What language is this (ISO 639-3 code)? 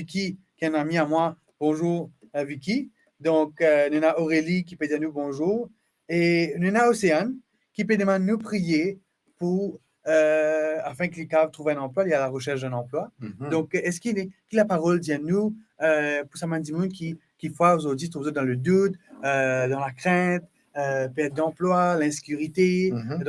mfe